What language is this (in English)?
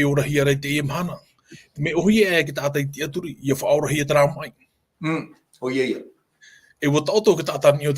Tahitian